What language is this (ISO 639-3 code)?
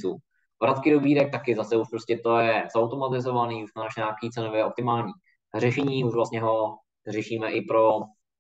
ces